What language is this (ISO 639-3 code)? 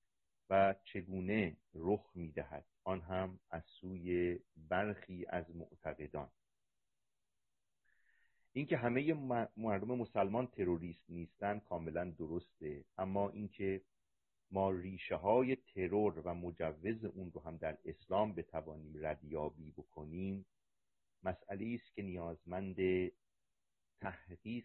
fas